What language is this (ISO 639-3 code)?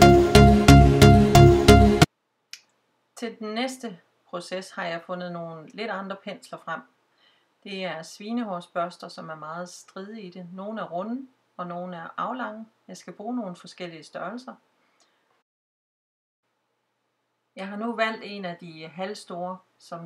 dan